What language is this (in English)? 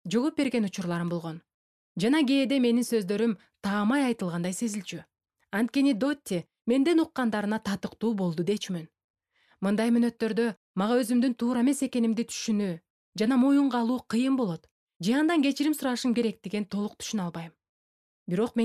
Kyrgyz